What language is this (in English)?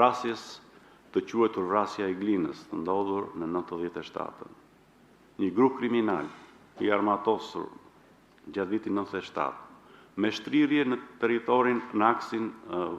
Albanian